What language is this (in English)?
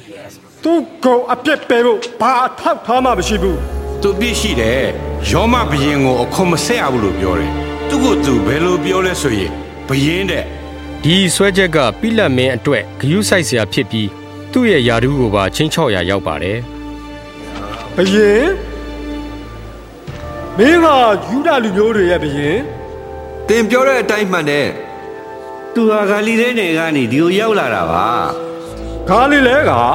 Burmese